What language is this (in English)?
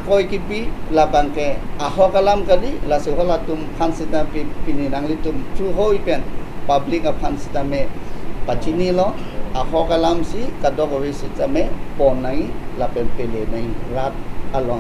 Karbi